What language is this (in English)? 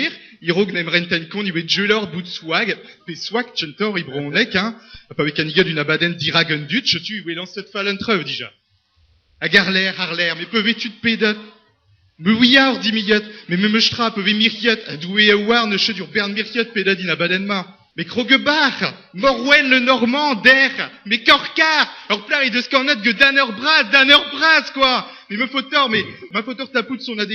Breton